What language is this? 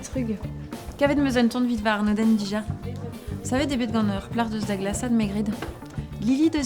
Breton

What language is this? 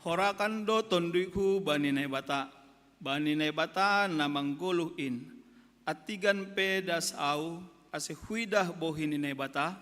Batak Simalungun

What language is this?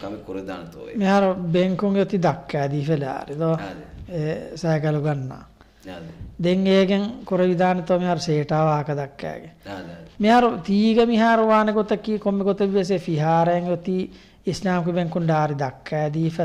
Divehi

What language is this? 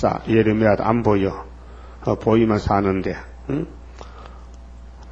Korean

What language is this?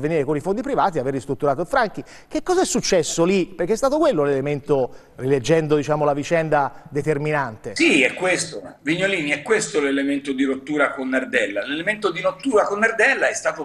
Italian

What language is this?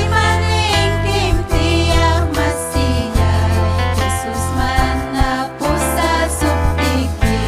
Ayacucho Quechua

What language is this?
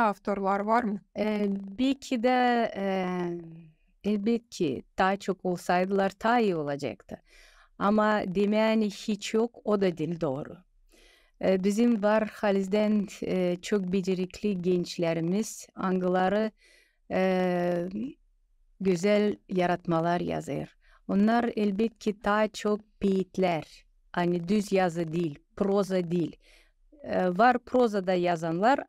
Gagauz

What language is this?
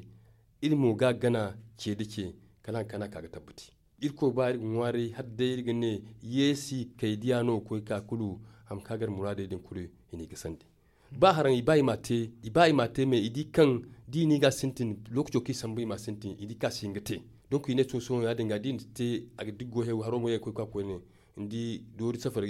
Zarma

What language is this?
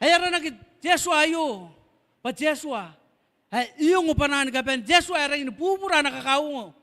Gilbertese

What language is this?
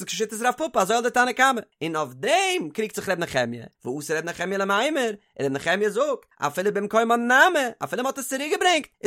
Yiddish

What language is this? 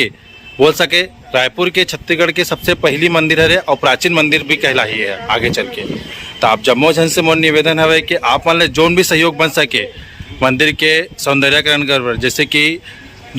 Chhattisgarhi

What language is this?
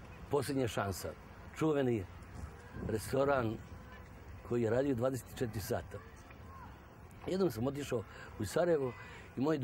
Serbian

